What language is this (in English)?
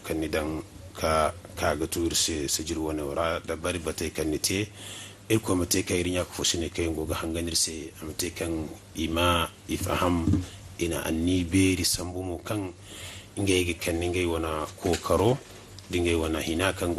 Zarma